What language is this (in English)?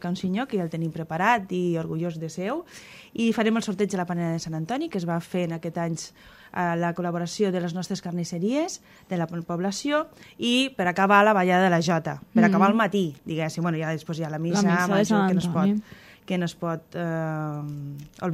Catalan